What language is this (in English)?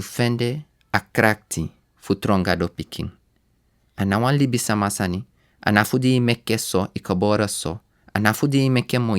Sranan Tongo